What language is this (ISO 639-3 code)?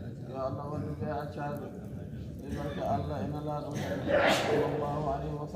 ful